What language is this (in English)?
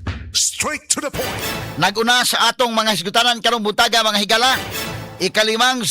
Cebuano